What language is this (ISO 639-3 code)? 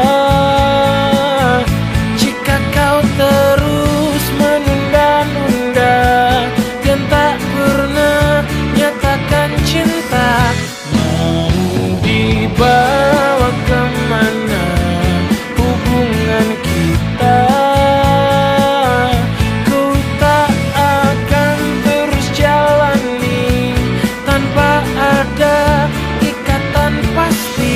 ind